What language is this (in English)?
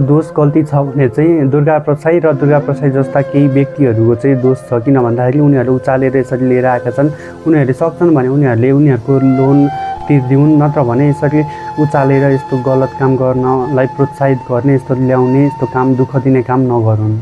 Nepali